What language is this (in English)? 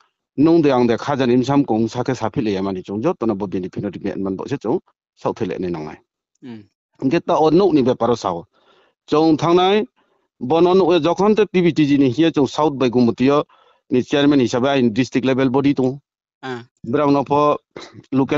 Riang (India)